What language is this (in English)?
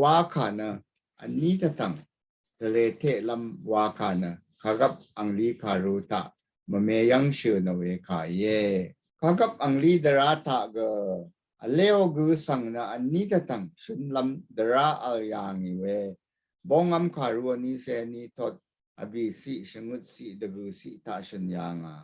Rawang